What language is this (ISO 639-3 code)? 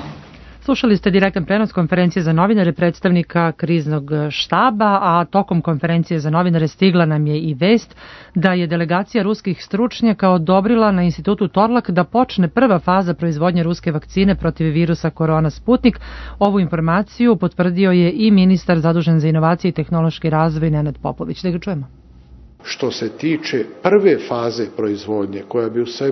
srp